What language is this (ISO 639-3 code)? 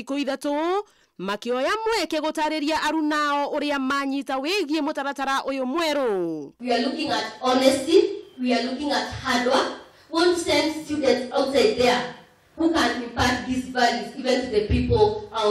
kik